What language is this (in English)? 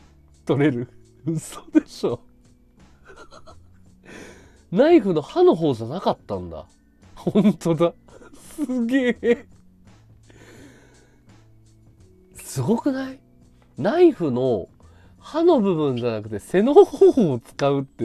Japanese